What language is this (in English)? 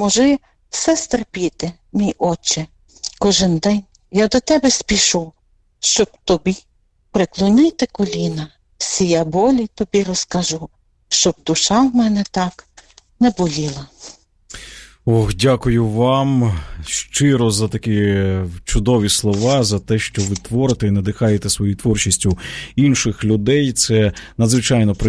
Ukrainian